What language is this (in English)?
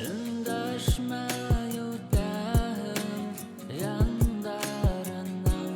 Bashkir